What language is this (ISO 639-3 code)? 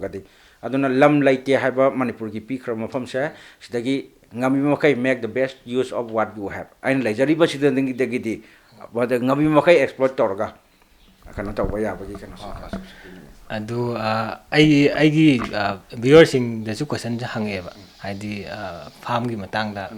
mni